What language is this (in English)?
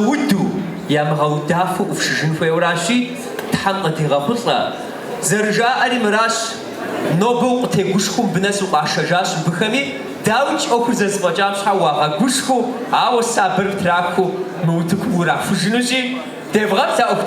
Kabardian